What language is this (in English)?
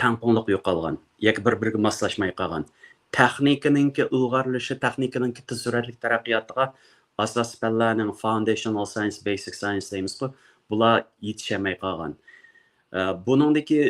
Uyghur